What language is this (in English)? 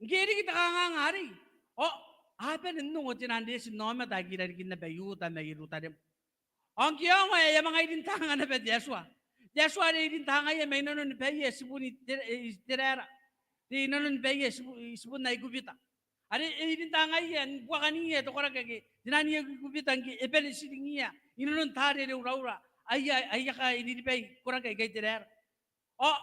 Gilbertese